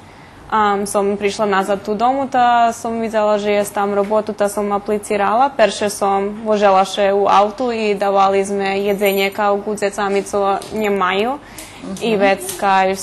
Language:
Rusyn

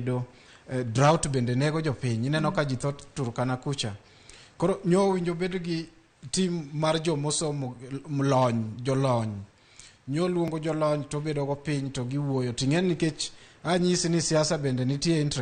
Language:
Luo (Kenya and Tanzania)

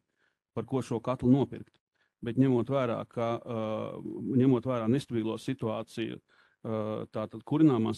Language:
Latvian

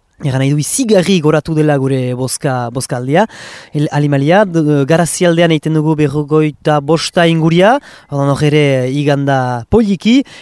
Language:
Basque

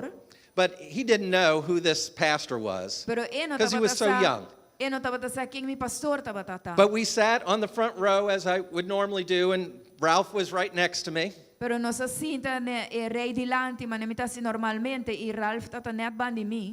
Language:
Papiamento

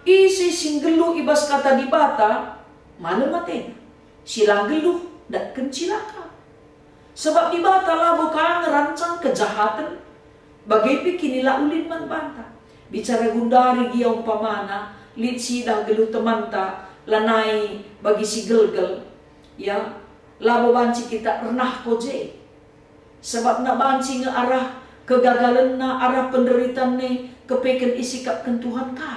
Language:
Batak Karo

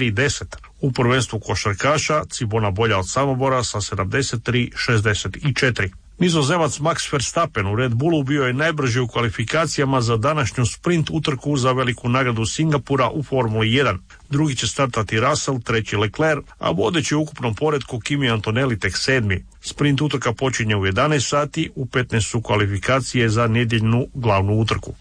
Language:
Croatian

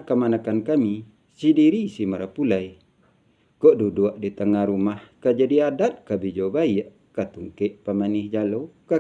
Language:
Minangkabau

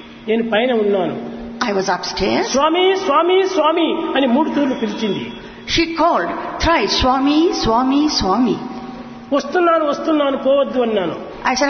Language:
Telugu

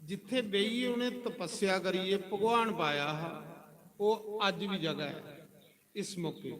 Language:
Dogri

